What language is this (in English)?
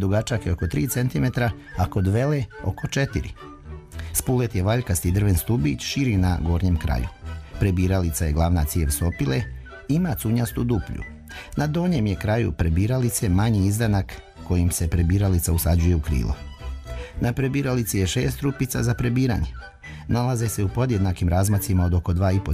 Croatian